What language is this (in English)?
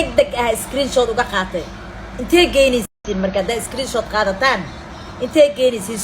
Somali